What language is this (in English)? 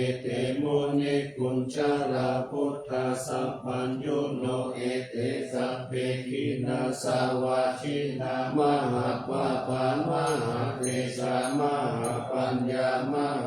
Pali